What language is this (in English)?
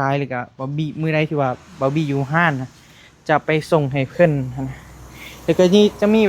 Northeastern Thai